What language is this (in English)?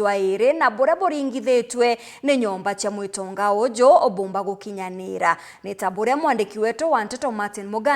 Meru